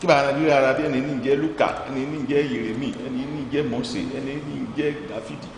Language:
Ifè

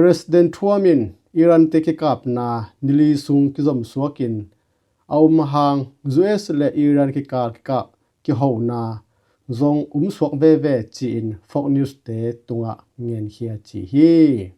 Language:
Tedim Chin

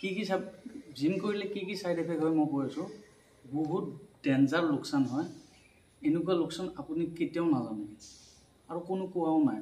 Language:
Assamese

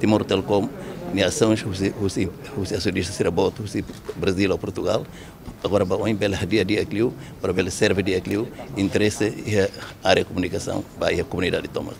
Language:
Tetum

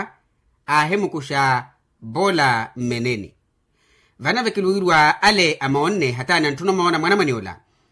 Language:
Makhuwa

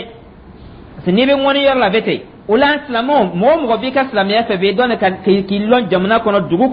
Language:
Dyula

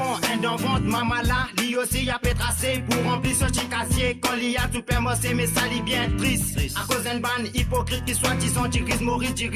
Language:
Morisyen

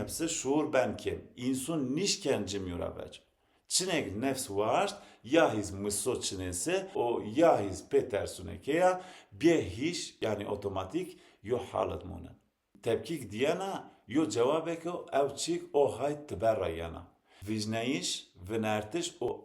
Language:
Zaza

